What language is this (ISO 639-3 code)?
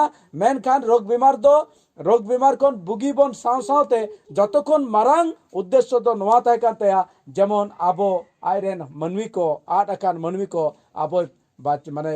sat